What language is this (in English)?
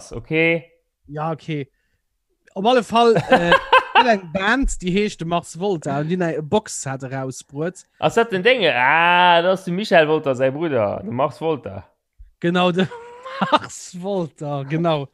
Luxembourgish